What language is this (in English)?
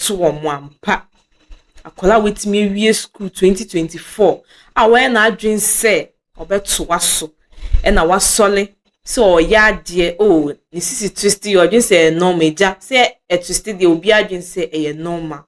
Akan